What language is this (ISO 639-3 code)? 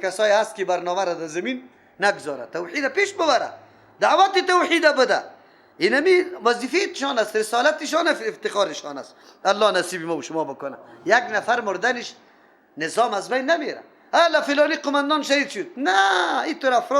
fas